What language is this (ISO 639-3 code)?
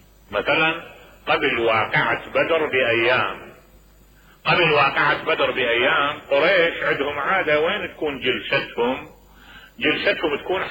acm